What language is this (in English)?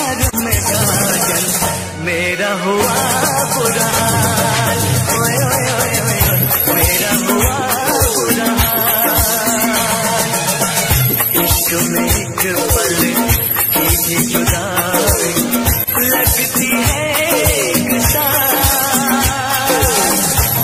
Hindi